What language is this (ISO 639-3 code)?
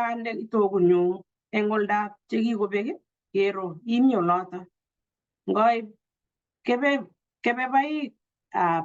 kln